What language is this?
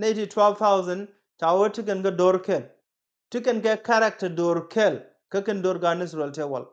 Nuer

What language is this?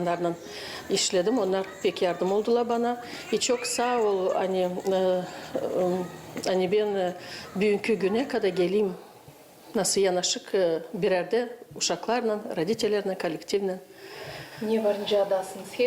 Gagauz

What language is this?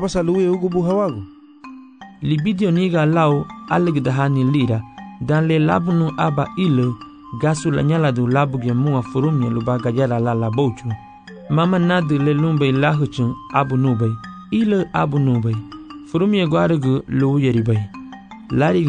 Garifuna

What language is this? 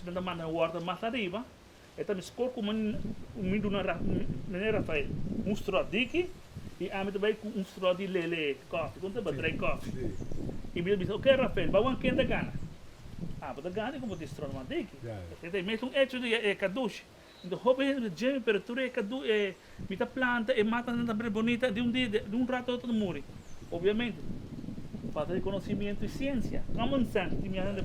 Papiamento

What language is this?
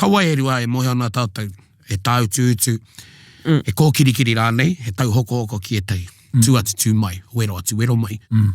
Māori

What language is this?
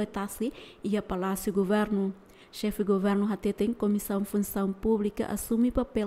Tetum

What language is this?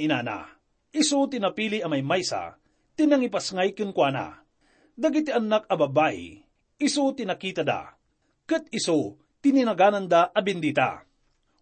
Iloko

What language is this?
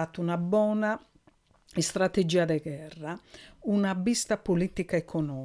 Sardinian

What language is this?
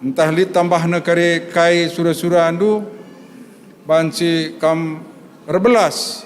Batak Karo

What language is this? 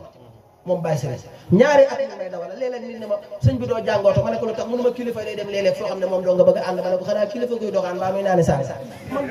Wolof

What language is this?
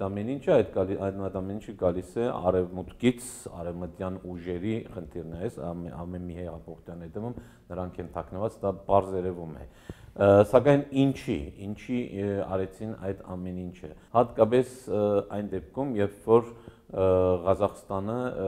Armenian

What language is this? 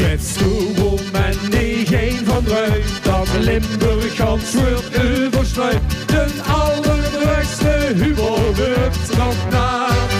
Limburgish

